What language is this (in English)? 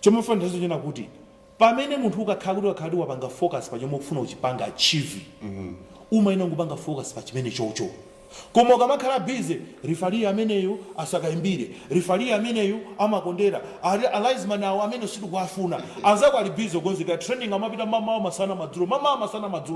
Nyanja